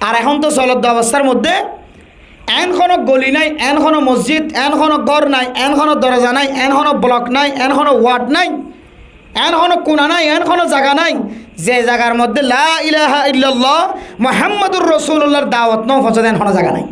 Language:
Rohingya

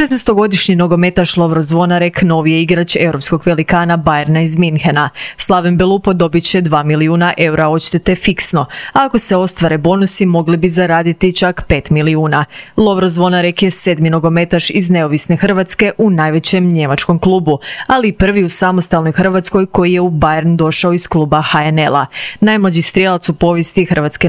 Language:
Croatian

